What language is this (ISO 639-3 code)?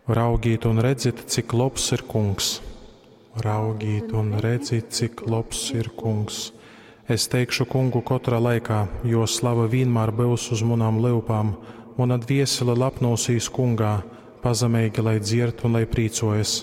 ltg